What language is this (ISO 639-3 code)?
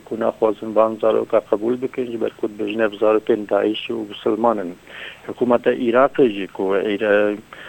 kur